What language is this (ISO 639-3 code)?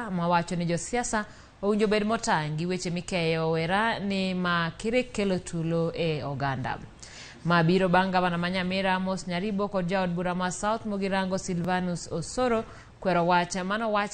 luo